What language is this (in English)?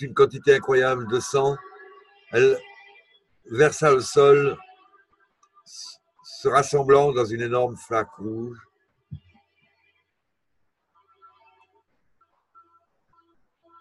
French